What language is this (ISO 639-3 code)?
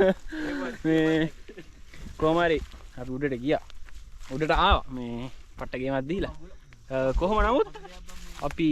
sin